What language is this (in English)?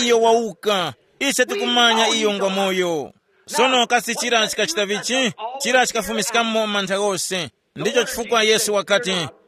Tumbuka